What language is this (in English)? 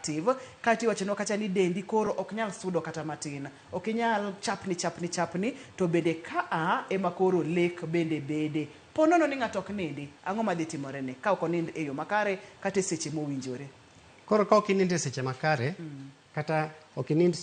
Luo (Kenya and Tanzania)